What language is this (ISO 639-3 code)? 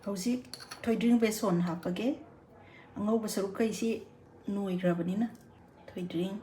mni